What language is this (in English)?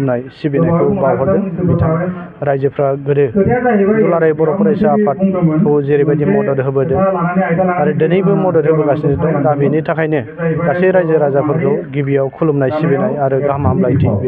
Bodo